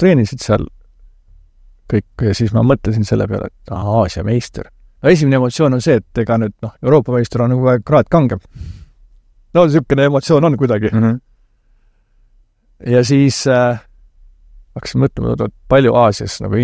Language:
Estonian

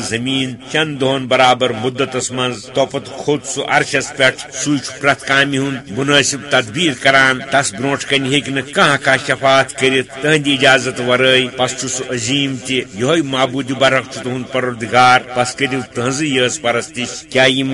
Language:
Kashmiri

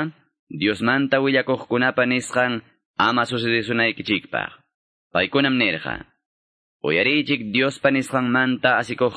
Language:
Quechua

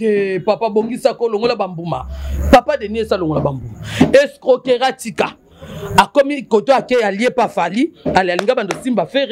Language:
Lingala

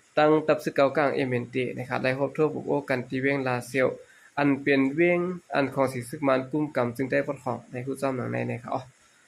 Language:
Shan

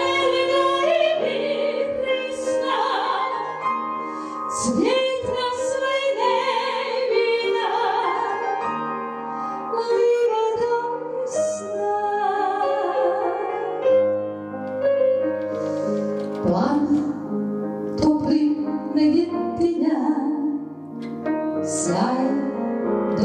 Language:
Croatian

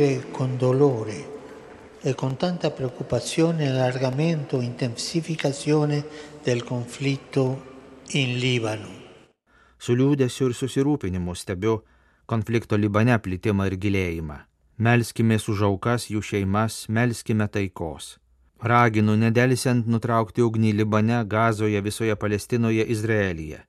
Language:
Lithuanian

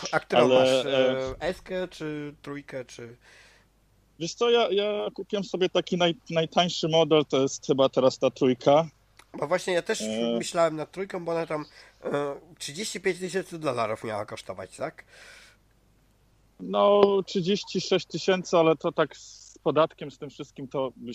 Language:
Polish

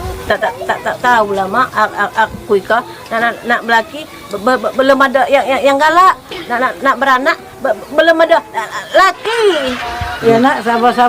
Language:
Musi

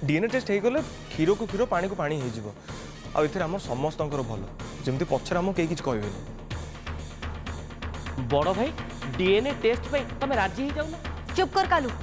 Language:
Odia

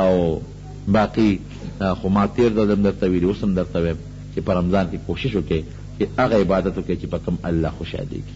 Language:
Pashto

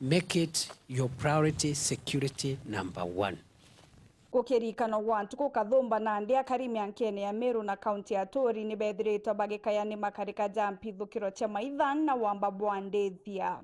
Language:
Meru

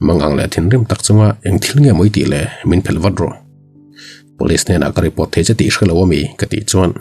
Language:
Mizo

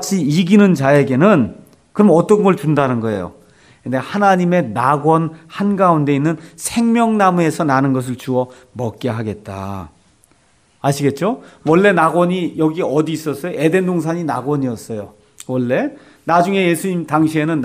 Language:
Korean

